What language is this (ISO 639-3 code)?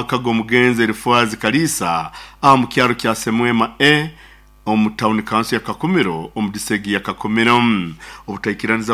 nyo